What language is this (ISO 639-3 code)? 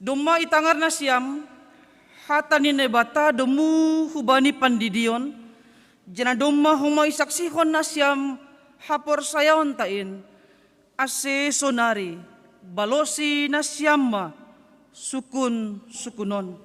bts